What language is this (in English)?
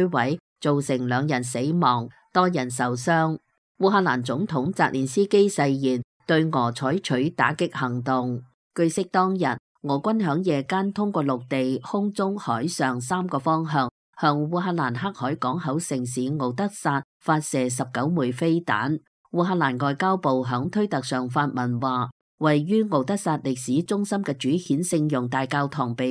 Cantonese